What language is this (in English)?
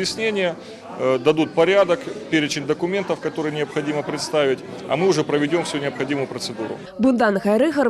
Crimean Tatar